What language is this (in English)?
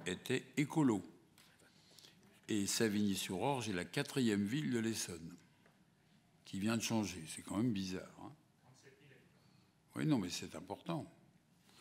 French